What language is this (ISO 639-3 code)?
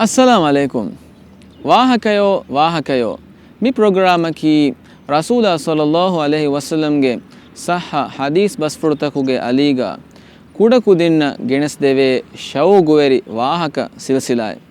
div